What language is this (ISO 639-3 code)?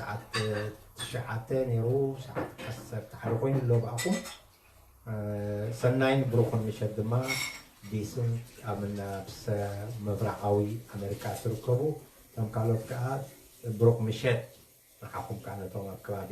tir